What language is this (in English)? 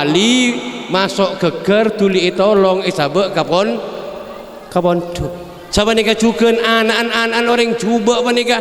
Madurese